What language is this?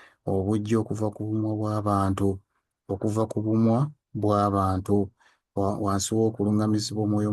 Ganda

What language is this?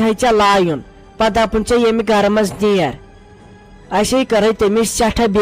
Kashmiri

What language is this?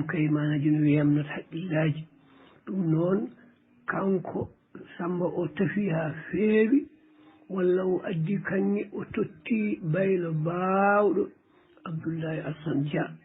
Fula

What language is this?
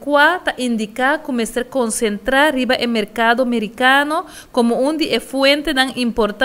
Papiamento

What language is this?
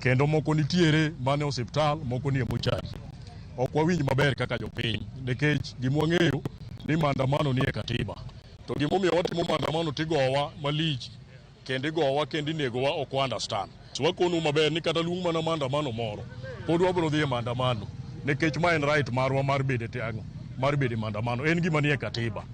Luo (Kenya and Tanzania)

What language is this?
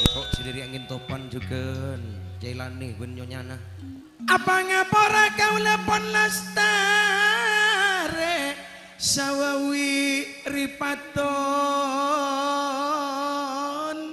Madurese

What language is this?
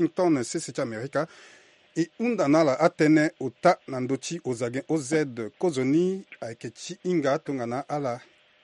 Sango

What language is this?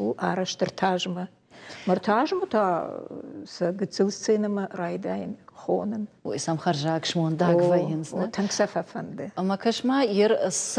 Ossetic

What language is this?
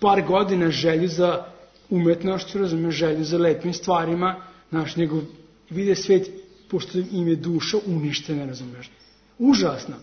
Serbian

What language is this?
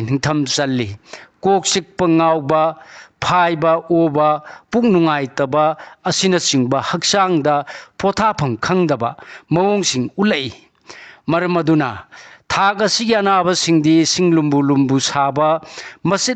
Manipuri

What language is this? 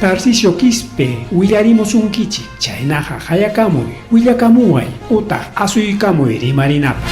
Ayacucho Quechua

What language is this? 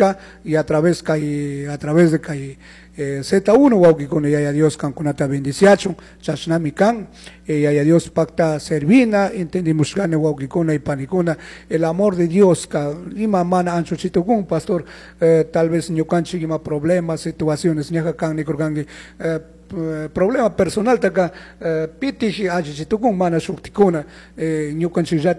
Chimborazo Highland Quichua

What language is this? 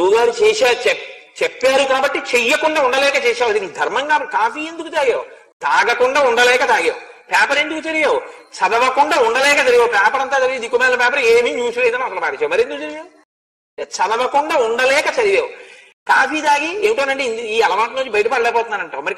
Telugu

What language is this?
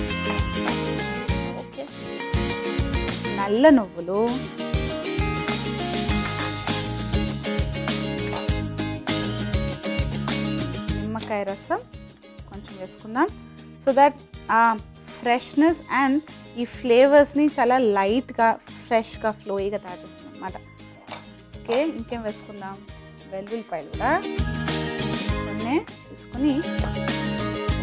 Telugu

